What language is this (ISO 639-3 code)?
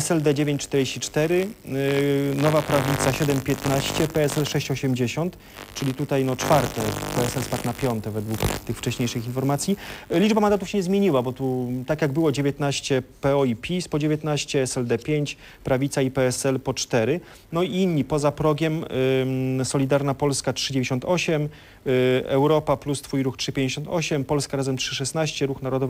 pol